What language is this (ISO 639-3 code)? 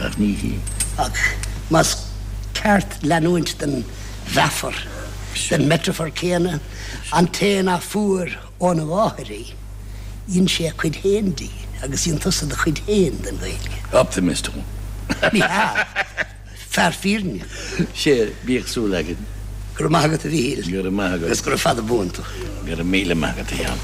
gle